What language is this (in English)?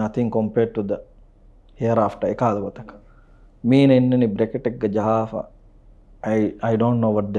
Divehi